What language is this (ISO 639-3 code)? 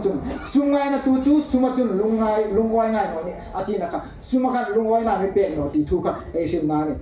hmr